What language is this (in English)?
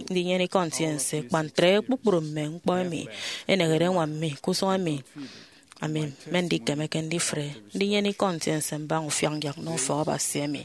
Efik